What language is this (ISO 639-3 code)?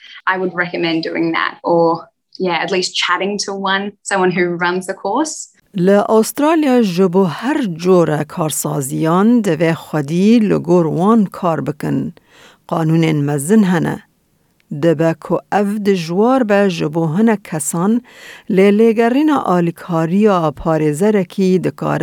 kur